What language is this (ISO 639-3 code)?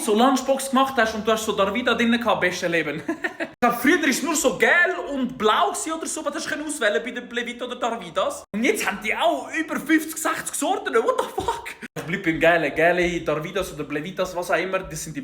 gsw